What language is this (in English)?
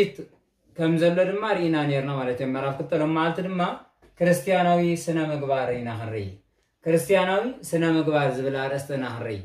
Tigrinya